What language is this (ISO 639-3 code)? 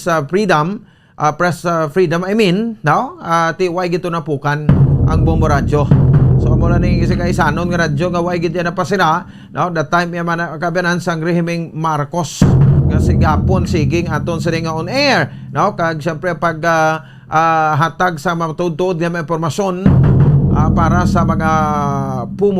hil